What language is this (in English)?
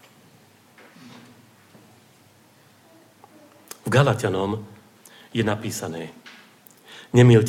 Slovak